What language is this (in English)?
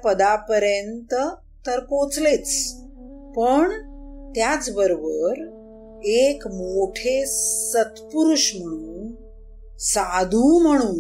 Marathi